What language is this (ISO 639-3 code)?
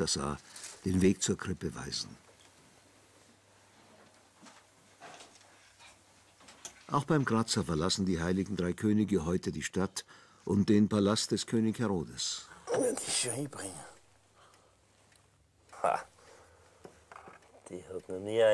deu